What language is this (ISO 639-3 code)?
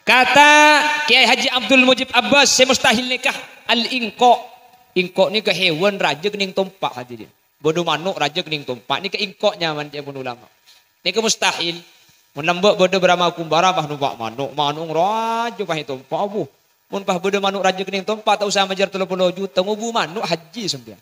mad